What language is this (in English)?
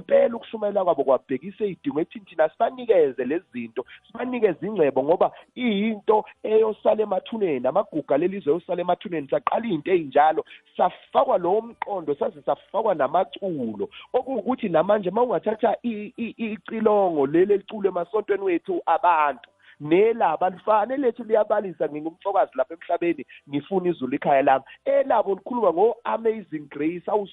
Zulu